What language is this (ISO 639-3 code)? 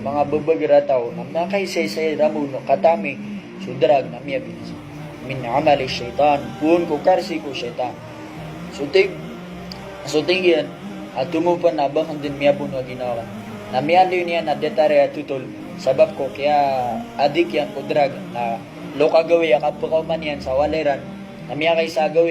mrw